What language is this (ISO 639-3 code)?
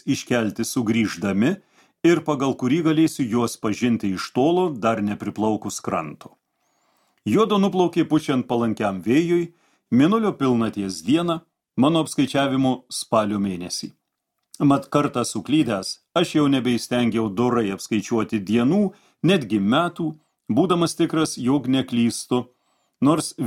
lit